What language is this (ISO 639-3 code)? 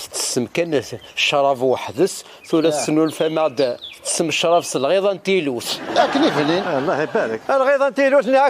kab